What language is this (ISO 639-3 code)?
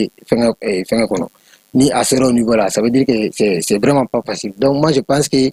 bam